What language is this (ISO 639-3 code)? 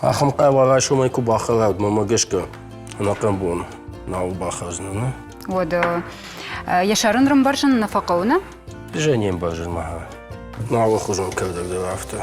oss